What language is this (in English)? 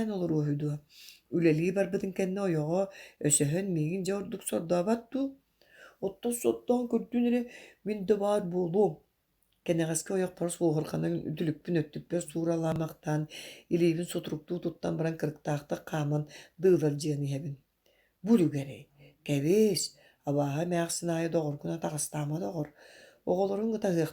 Yakut